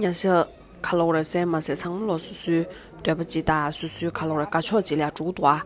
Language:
Tibetan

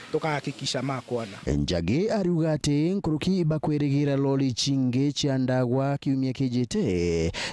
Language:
Meru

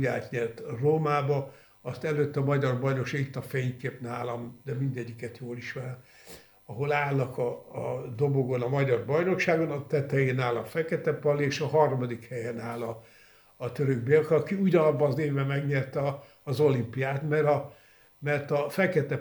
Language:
Hungarian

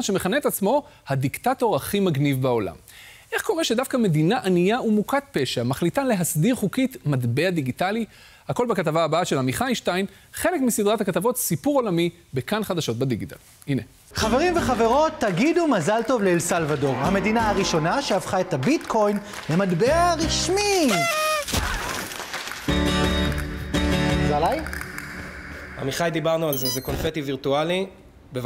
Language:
Hebrew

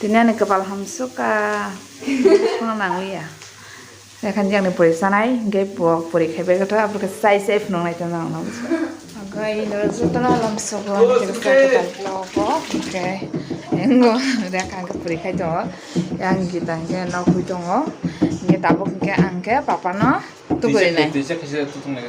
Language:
Kok Borok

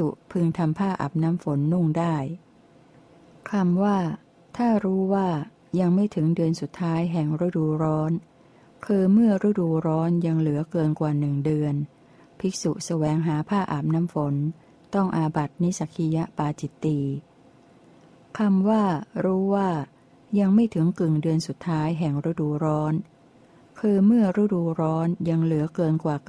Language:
Thai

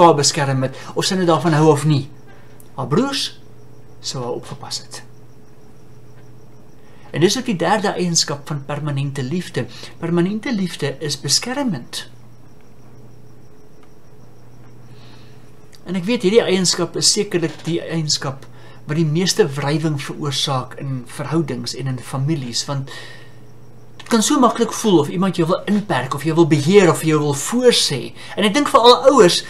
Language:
Afrikaans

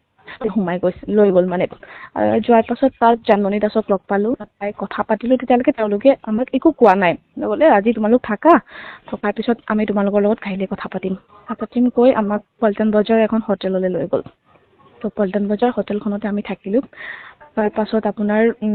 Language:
Assamese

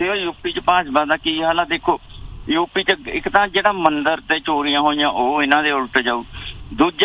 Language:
Punjabi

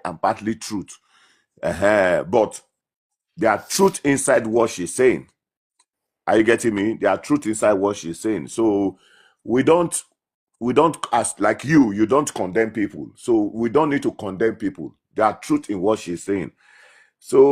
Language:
Nigerian Pidgin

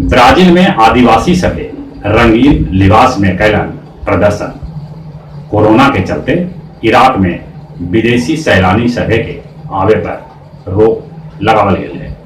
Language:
Magahi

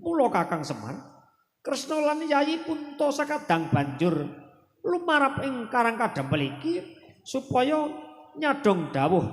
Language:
Javanese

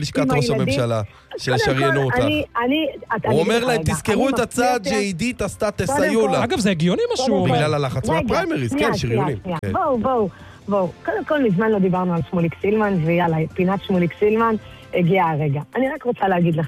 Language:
Hebrew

